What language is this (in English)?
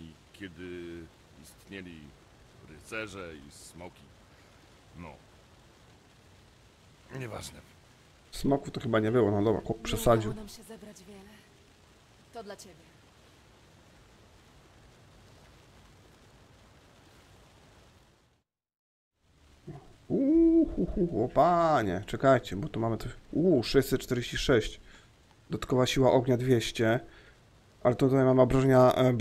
Polish